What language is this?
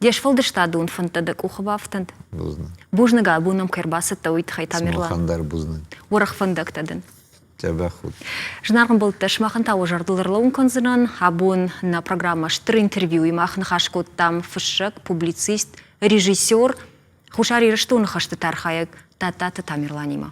Ossetic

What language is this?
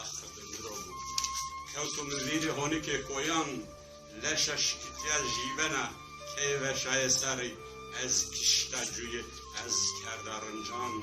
Zaza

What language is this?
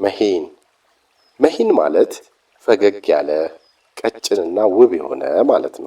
Amharic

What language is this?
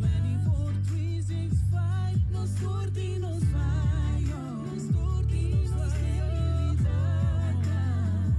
Papiamento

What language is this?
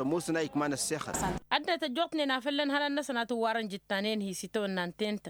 Tamasheq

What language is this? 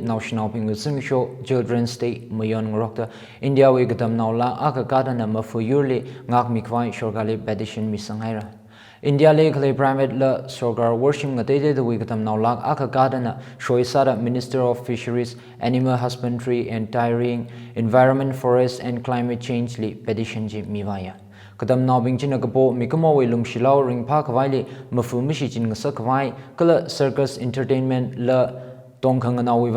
Tangkhul Naga (India)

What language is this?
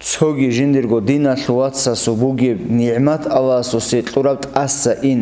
Avaric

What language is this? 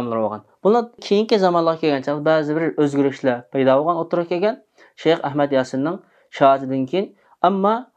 Uyghur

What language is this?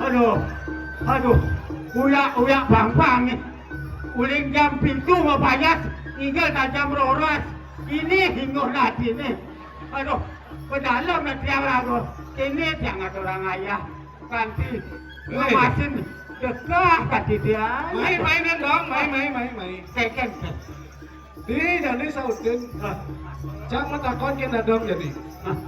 Balinese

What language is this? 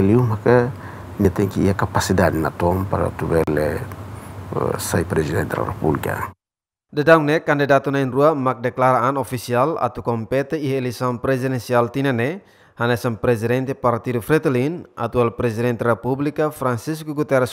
Tetum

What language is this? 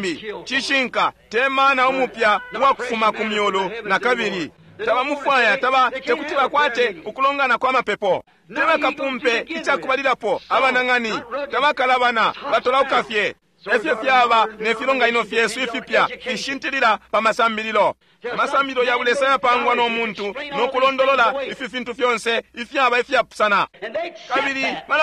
Bemba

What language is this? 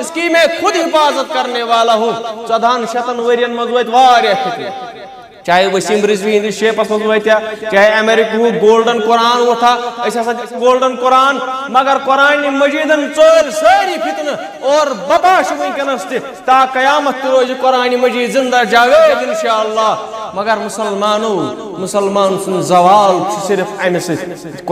Kashmiri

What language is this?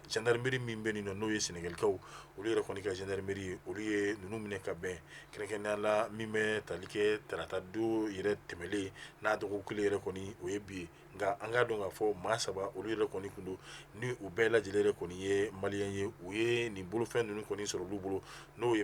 Bambara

